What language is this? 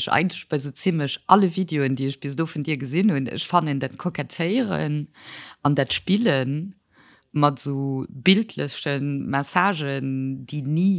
Luxembourgish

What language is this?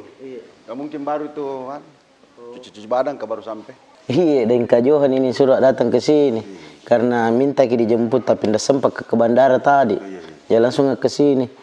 Makassar Malay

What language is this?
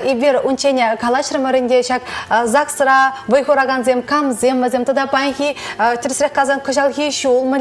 Chuvash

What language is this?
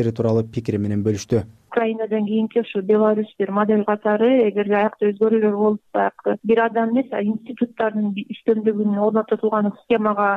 Kyrgyz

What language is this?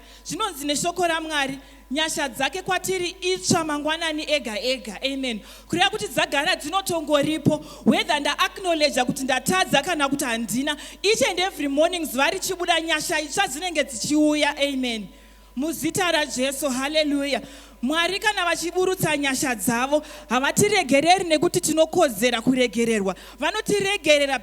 Shona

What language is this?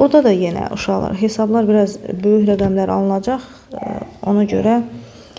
Azerbaijani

